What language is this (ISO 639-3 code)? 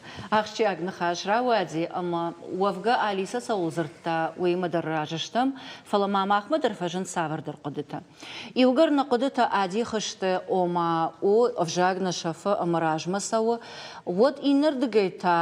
oss